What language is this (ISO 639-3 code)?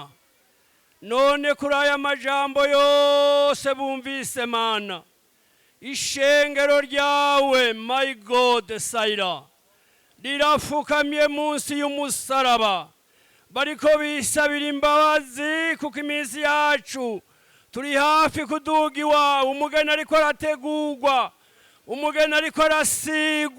run